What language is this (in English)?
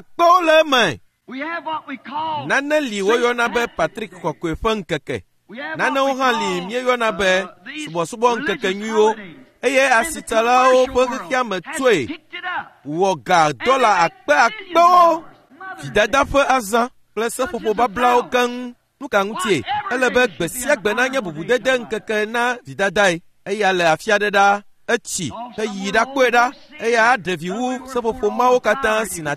Ewe